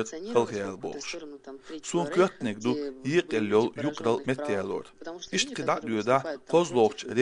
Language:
Chechen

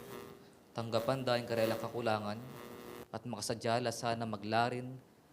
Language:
Pampanga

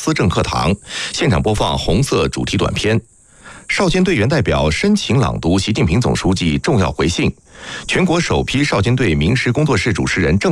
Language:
Chinese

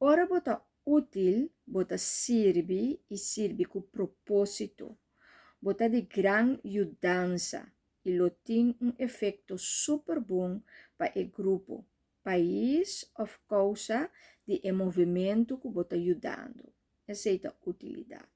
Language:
Papiamento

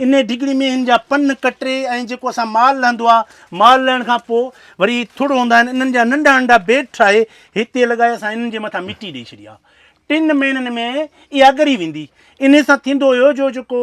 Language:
Sindhi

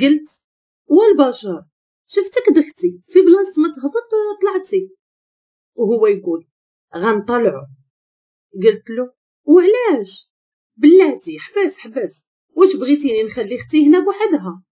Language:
Moroccan Arabic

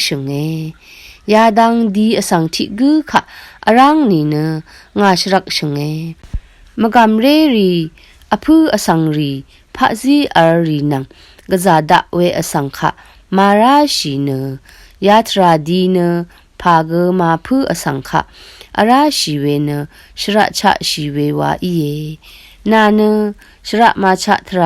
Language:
Rawang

